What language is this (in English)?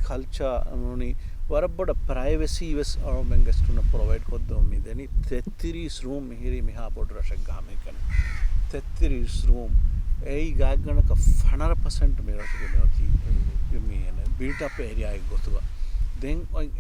Divehi